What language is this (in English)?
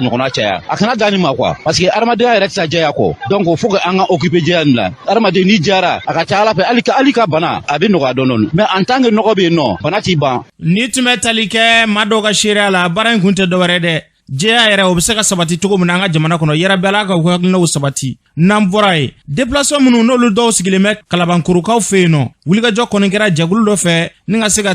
Bambara